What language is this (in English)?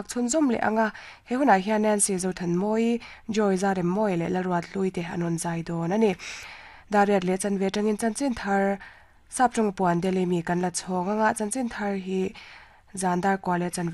Mizo